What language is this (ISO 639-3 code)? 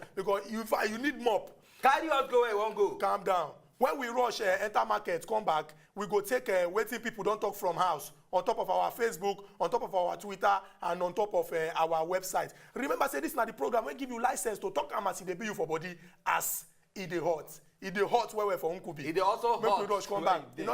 pcm